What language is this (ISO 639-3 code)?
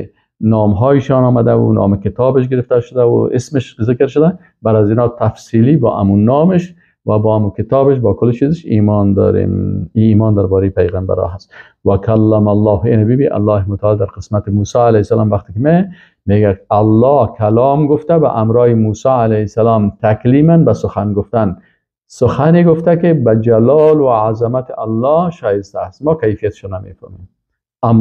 fas